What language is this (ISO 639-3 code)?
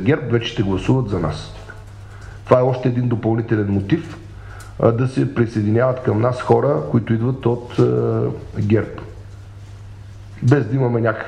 bul